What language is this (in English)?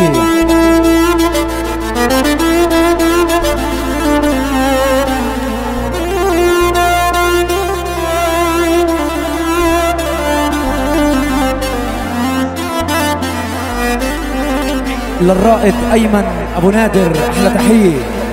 Arabic